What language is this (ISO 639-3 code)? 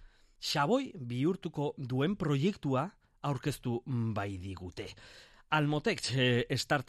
eus